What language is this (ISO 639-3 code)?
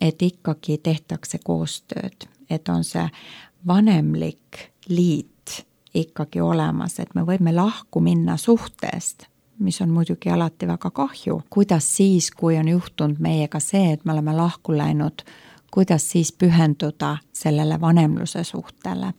est